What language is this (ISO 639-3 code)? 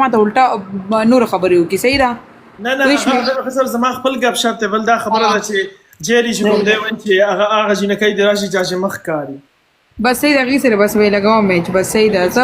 pus